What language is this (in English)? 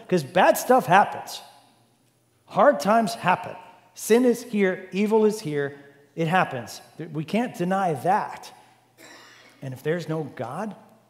English